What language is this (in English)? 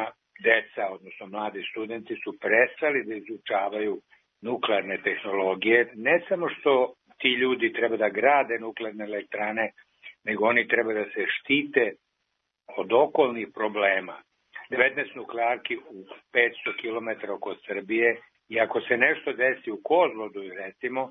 Serbian